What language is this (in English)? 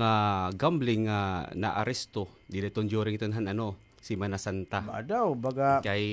Waray